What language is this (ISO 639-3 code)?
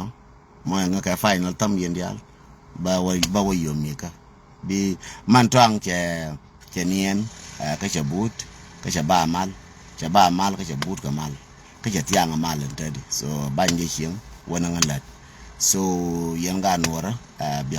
nus